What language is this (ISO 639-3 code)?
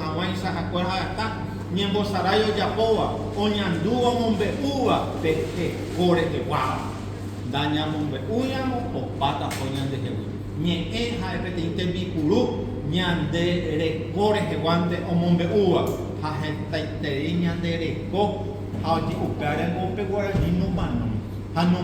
grn